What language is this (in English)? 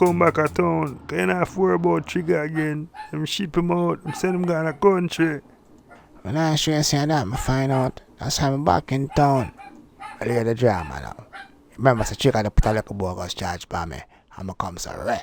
Jamaican Creole English